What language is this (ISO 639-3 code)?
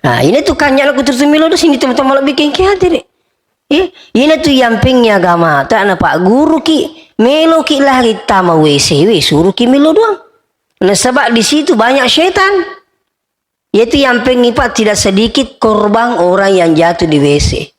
bug